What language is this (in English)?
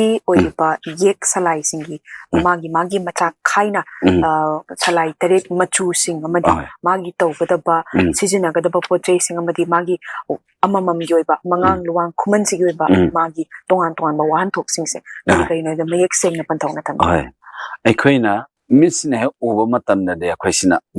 Manipuri